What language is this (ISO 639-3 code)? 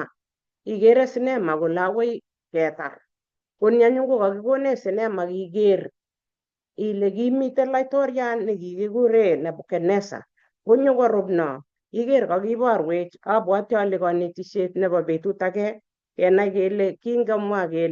kln